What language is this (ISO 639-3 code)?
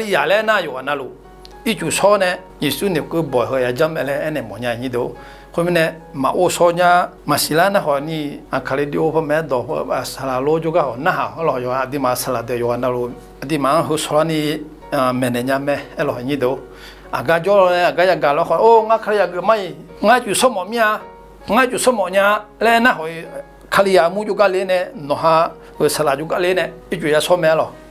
ahk